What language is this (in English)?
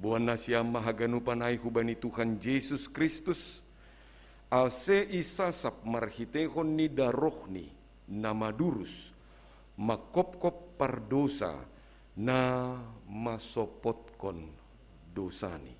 Batak Simalungun